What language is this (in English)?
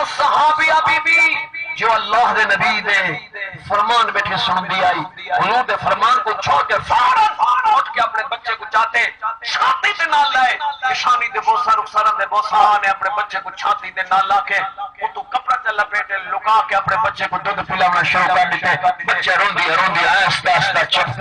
Saraiki